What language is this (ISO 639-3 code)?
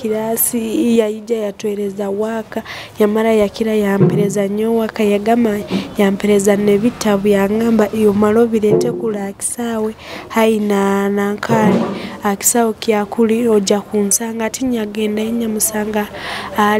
nyo